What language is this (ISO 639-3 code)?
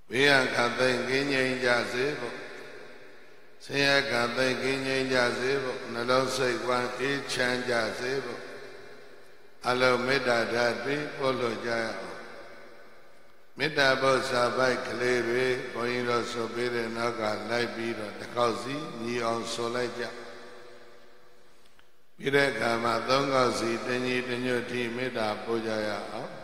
mya